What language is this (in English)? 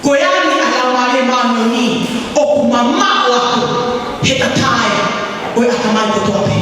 Tongan